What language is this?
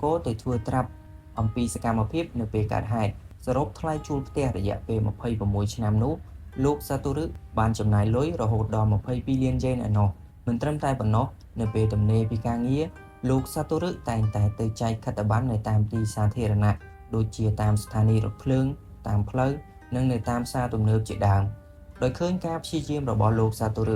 Khmer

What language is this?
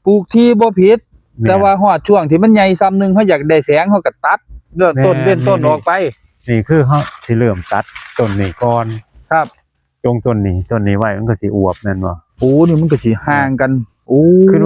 Northeastern Thai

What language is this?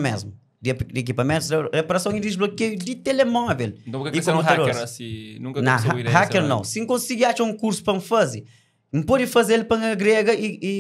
Kabuverdianu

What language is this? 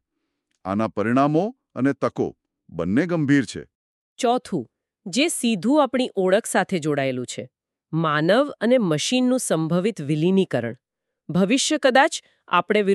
Gujarati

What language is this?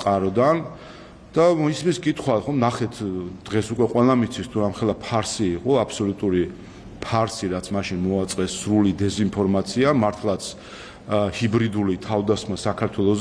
Georgian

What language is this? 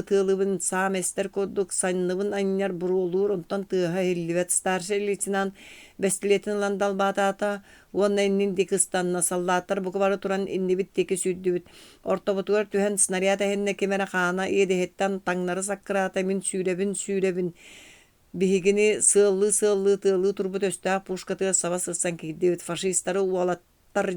Yakut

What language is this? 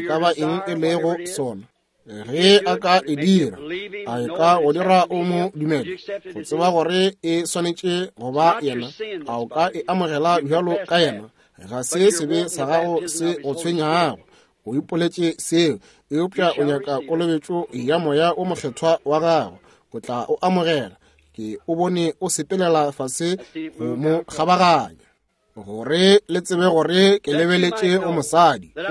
Northern Sotho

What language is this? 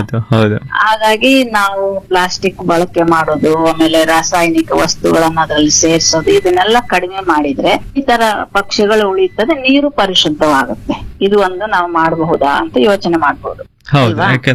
Kannada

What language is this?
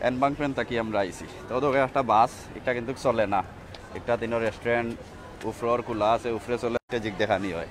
Sylheti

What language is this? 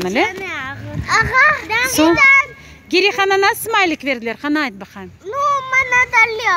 Crimean Tatar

